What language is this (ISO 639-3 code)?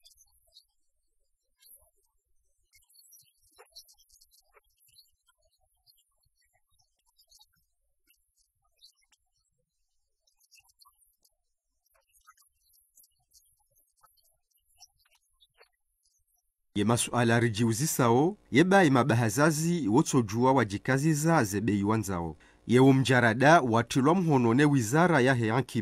swa